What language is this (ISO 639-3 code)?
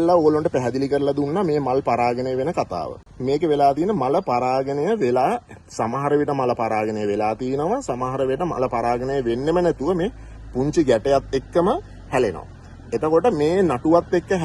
sin